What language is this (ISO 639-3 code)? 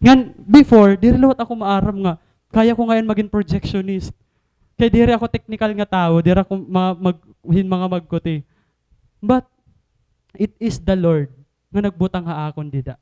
war